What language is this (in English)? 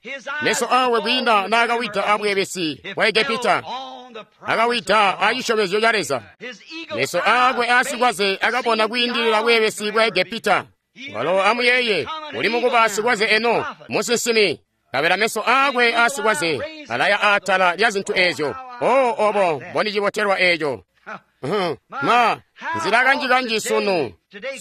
Tonga (Zambia)